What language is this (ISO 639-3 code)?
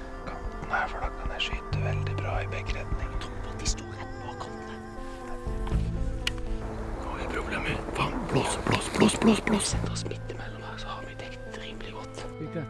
nor